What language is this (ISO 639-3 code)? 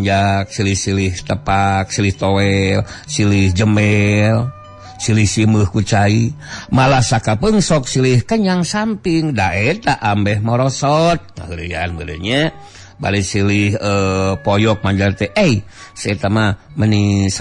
sun